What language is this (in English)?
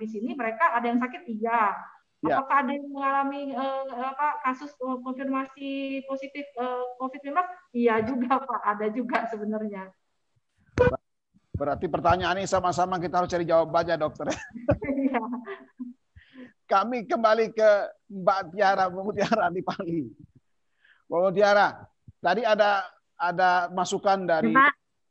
Indonesian